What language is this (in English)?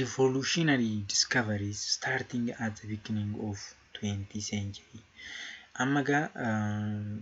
Oromo